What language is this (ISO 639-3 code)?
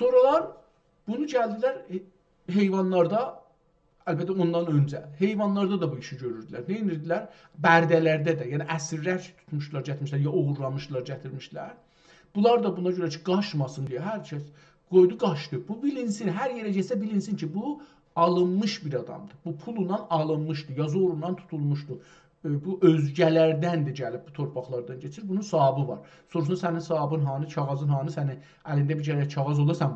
azb